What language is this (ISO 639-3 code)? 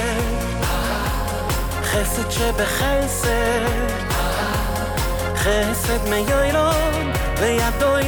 heb